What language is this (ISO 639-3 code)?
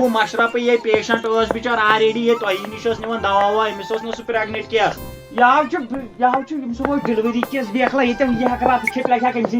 kas